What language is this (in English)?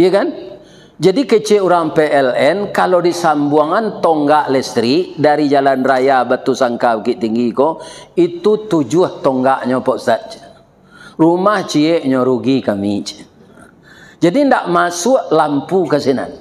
Minangkabau